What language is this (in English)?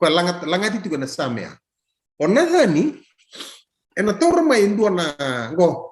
Fijian